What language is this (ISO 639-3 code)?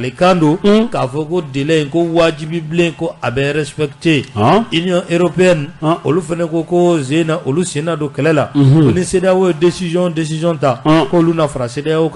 bam